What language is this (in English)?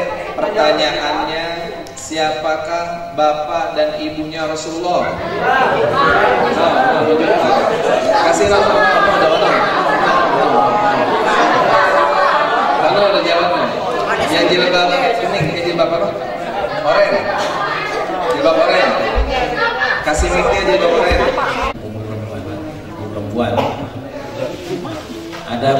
Indonesian